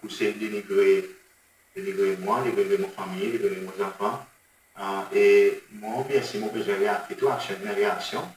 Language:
Seselwa Creole French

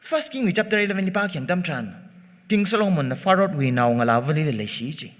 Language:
Tangkhul Naga (India)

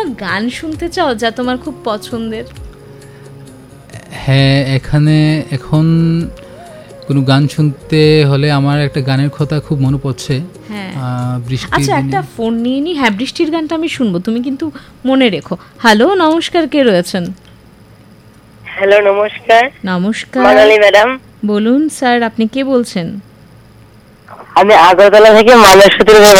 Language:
Bangla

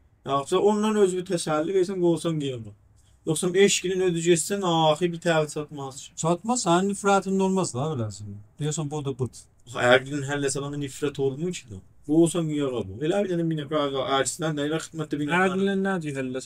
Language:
South Azerbaijani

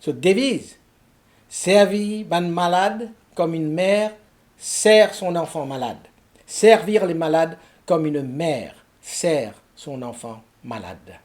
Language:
Morisyen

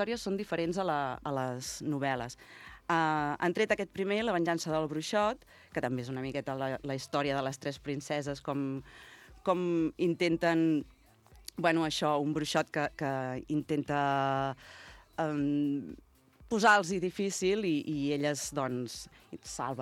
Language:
Catalan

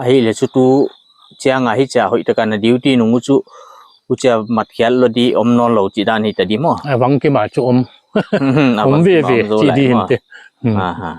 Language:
Paite Chin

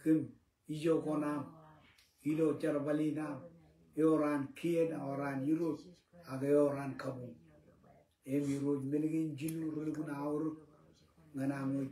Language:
Marshallese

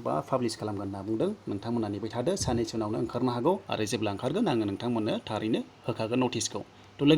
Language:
Bodo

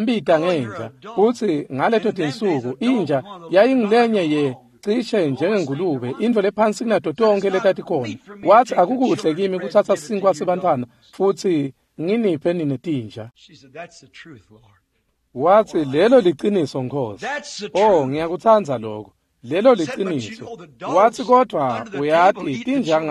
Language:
Swati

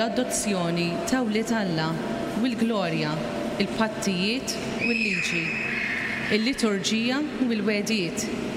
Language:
Maltese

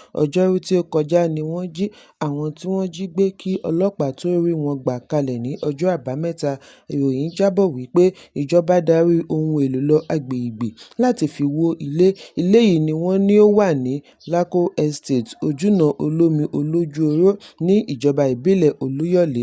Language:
Yoruba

